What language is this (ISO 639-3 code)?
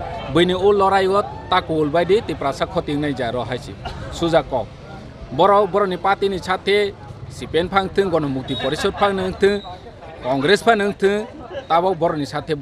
trp